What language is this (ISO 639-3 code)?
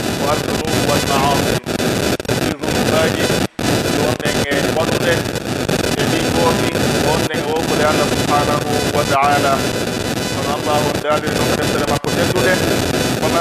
fuf